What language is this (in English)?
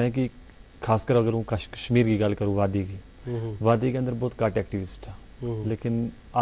Gujari